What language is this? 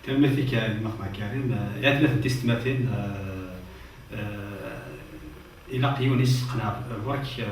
Kabyle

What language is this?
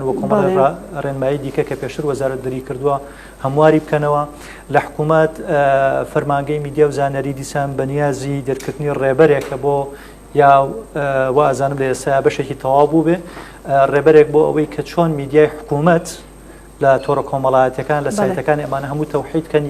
Central Kurdish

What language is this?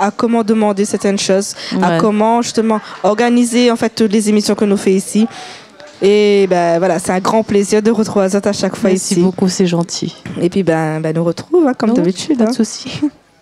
Réunion Creole French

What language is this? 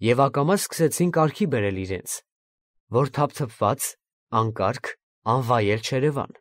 Armenian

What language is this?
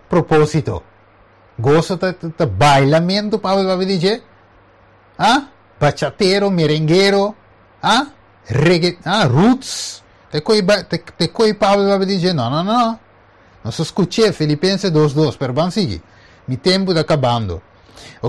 Papiamento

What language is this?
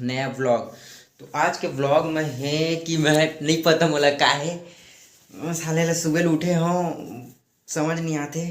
Chhattisgarhi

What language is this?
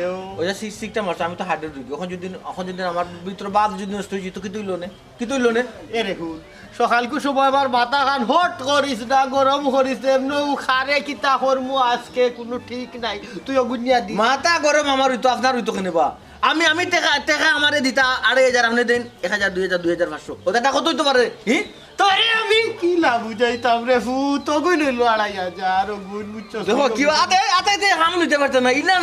Sylheti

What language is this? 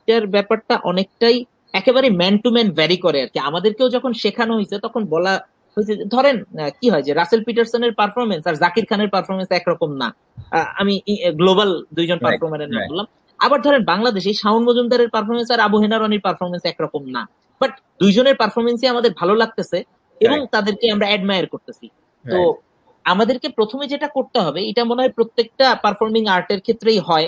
Bangla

